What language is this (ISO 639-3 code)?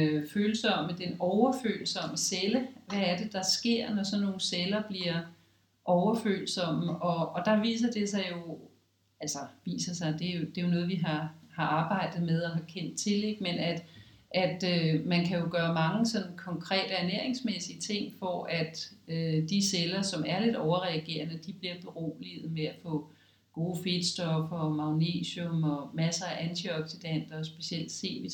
dan